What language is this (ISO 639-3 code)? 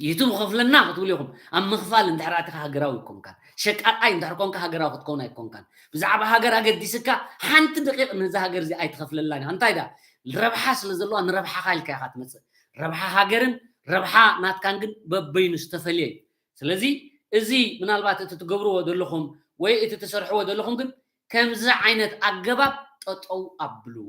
tir